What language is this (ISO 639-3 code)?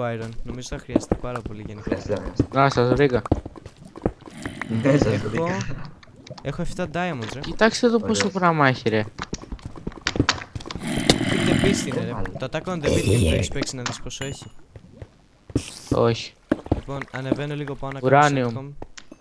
ell